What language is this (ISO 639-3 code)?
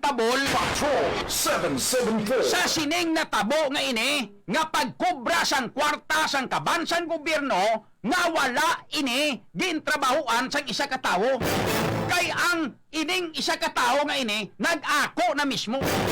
hil